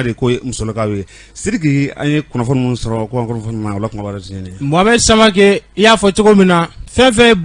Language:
Bambara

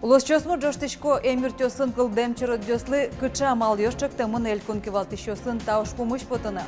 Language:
Udmurt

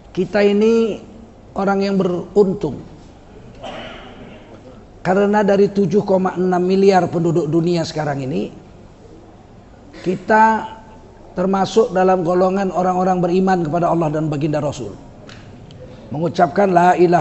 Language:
Indonesian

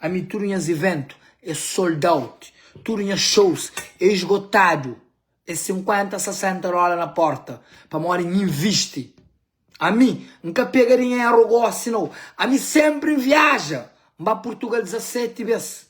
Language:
Kabuverdianu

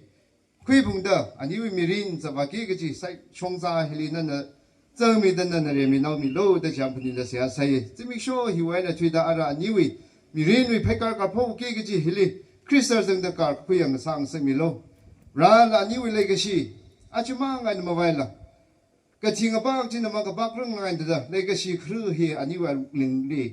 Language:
Tangkhul Naga (India)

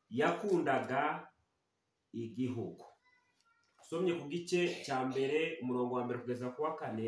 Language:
Kinyarwanda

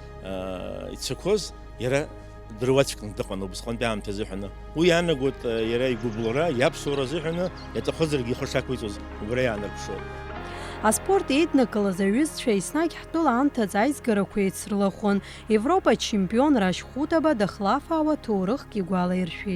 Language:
Abkhazian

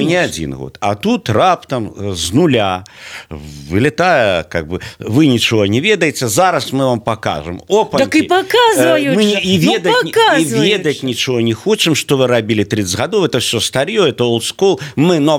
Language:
Belarusian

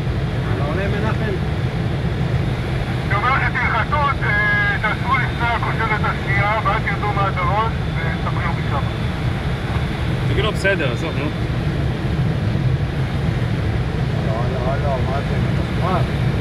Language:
Hebrew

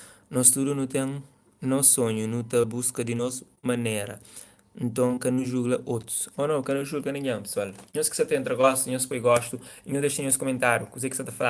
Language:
Kabuverdianu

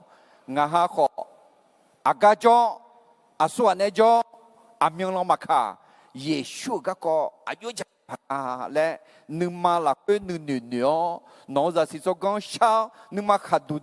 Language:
Akha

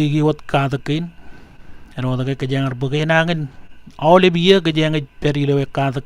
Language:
Marshallese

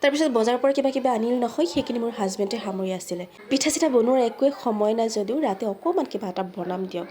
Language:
Assamese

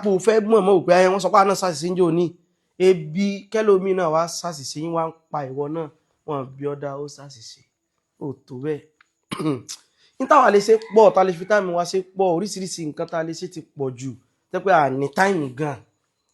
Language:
Yoruba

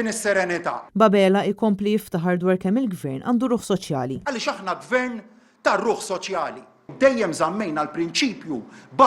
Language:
Maltese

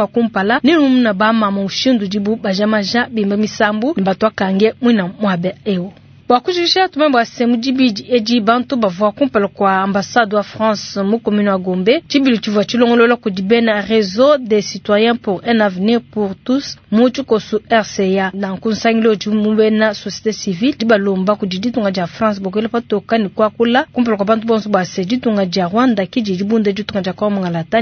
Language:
Luba-Lulua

